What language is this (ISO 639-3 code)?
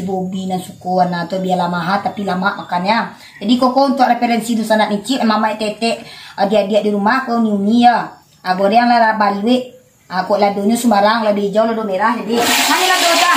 min